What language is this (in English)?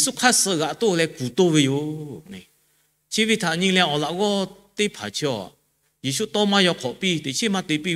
Lahu